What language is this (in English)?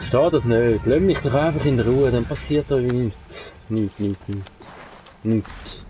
Swiss German